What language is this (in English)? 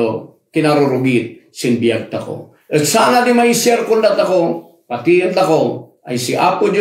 Kankanaey